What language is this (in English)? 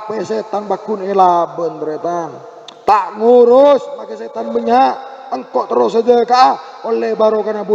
Madurese